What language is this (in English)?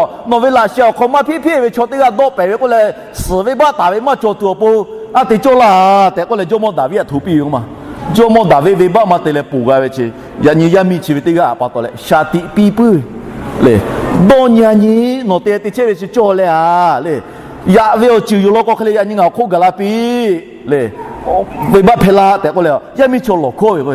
Lahu